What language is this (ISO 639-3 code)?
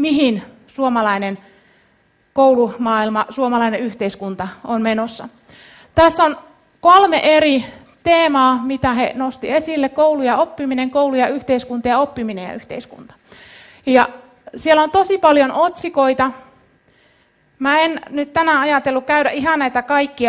fin